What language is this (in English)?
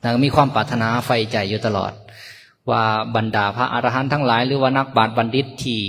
Lao